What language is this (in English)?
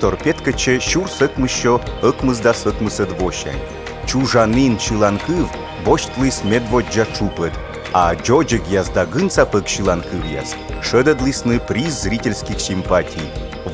Komi